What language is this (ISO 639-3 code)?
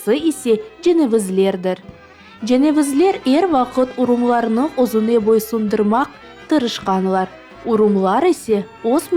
crh